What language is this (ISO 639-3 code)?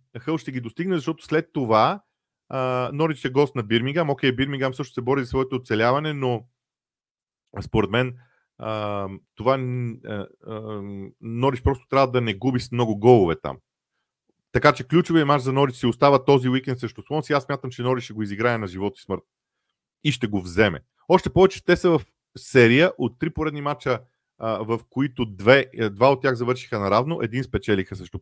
bul